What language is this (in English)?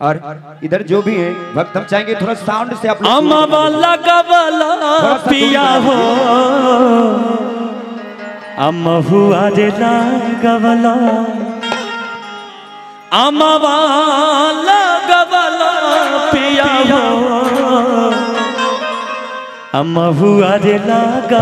Bhojpuri